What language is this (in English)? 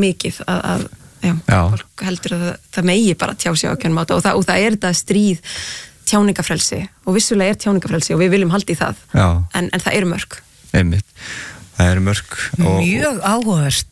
Icelandic